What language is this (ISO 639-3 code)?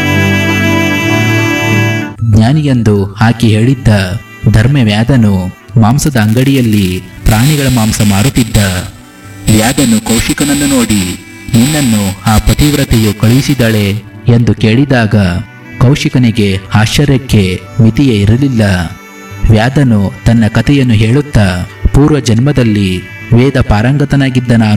kan